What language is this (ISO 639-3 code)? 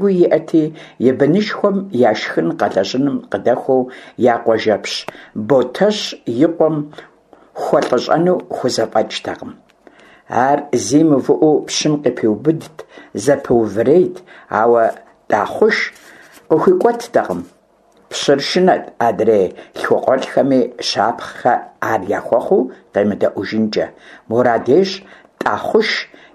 kbd